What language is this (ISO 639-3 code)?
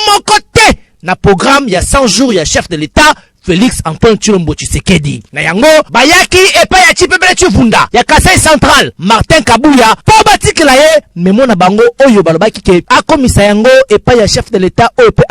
lin